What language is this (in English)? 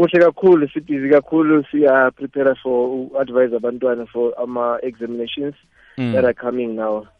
South Ndebele